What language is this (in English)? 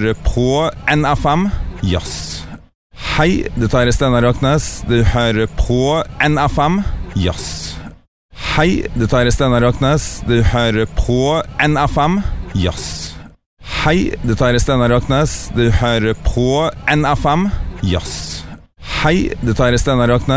Norwegian